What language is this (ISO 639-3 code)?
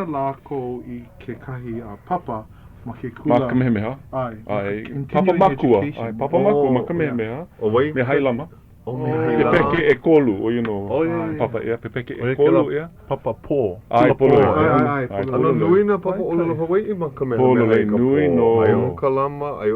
haw